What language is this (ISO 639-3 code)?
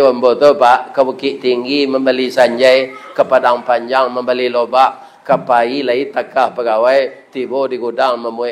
min